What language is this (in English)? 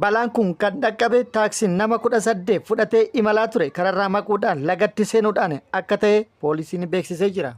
Oromo